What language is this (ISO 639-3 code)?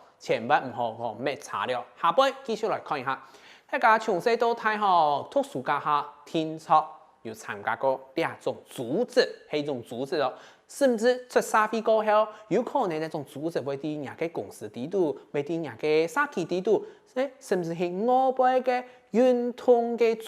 hak